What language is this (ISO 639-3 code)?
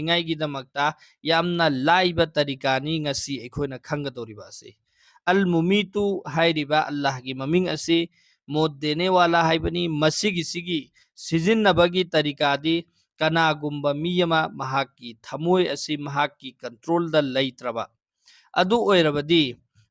mni